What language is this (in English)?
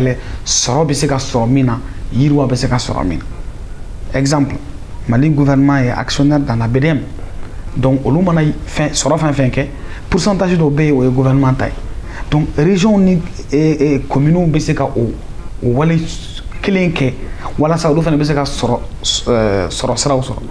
Bambara